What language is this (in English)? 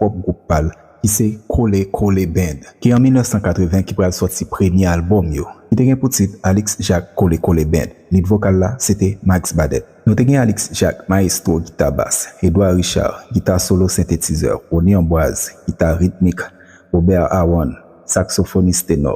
Haitian Creole